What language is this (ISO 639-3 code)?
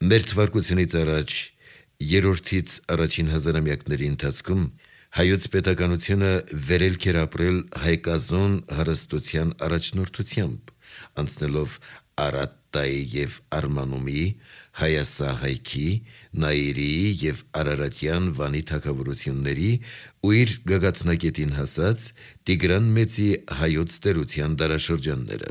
hye